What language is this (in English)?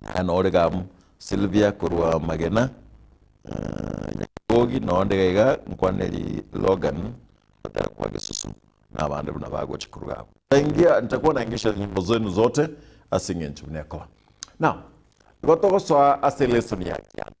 Gusii